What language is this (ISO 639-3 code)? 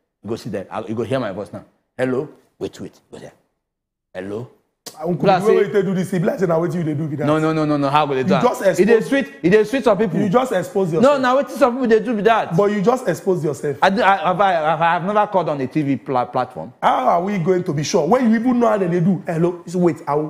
pcm